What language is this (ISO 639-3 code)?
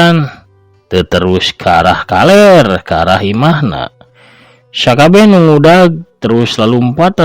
sun